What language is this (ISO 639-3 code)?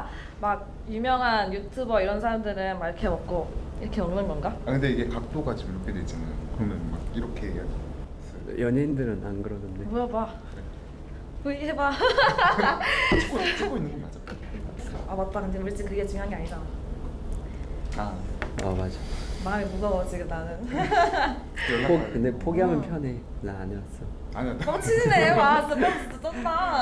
kor